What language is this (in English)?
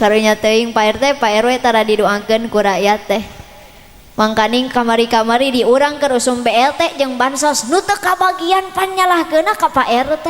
Sundanese